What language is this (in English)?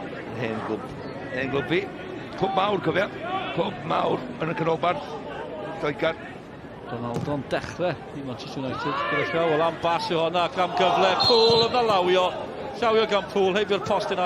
Welsh